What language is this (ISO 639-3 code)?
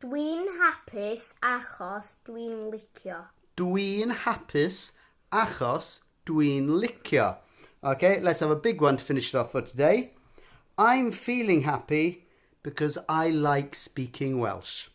cym